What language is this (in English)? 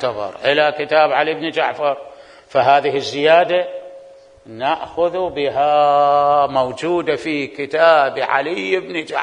Mesopotamian Arabic